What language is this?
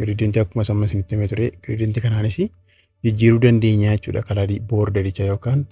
Oromo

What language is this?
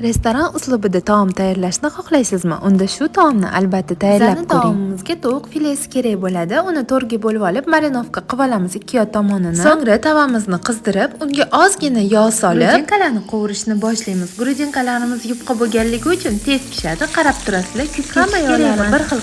Uzbek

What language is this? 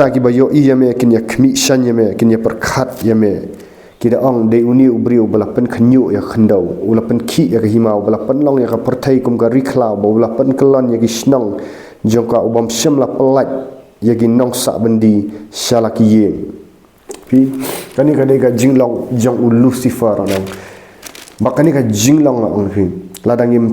Khasi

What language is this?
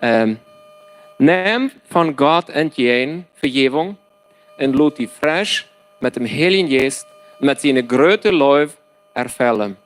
Plautdietsch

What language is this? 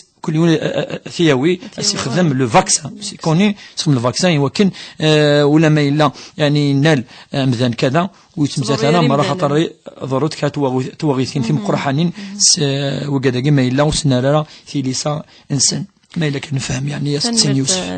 Kabyle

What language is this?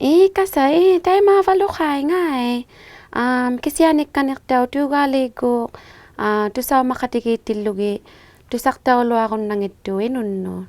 Inuktitut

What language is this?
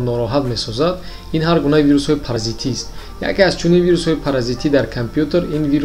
Tajik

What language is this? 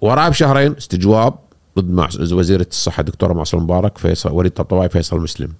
Gulf Arabic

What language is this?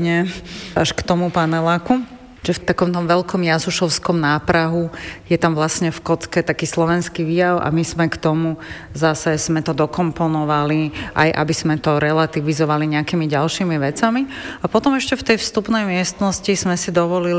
Slovak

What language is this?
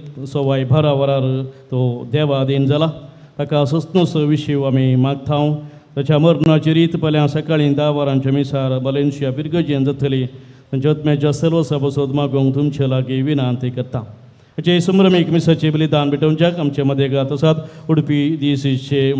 Konkani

